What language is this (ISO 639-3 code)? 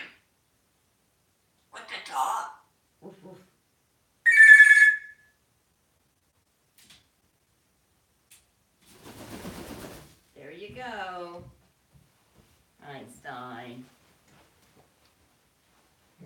eng